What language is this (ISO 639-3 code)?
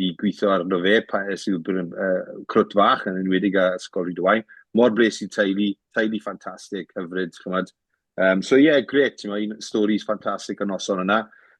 cym